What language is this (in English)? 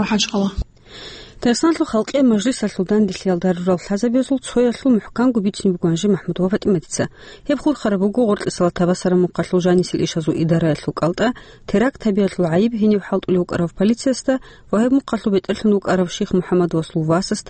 Avaric